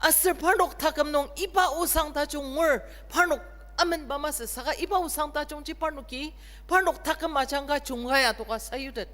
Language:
Ao Naga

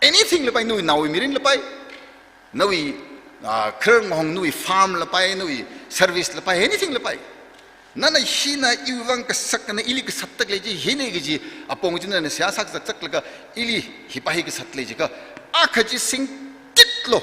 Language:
Tangkhul Naga (India)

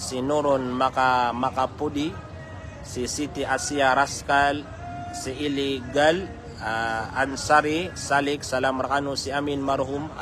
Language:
Maranao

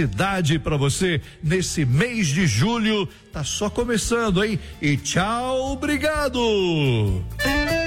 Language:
Portuguese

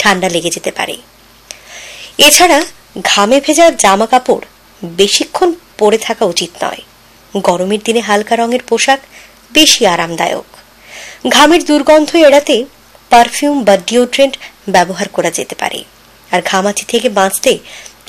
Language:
Bangla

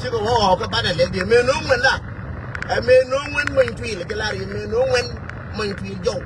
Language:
Nuer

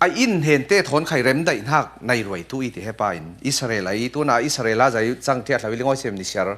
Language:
Falam Chin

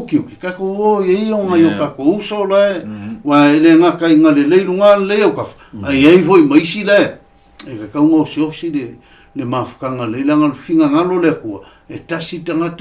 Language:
Samoan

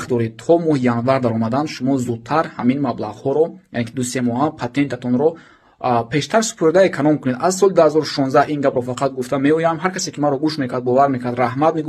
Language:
Tajik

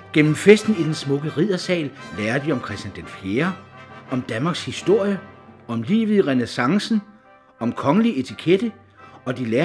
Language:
Danish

